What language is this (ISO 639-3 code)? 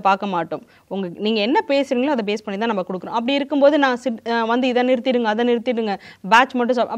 tam